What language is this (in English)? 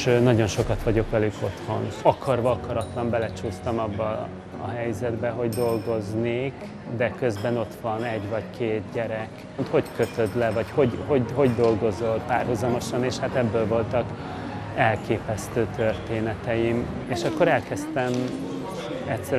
Hungarian